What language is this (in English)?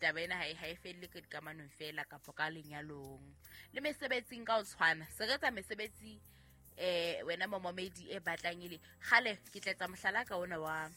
Southern Sotho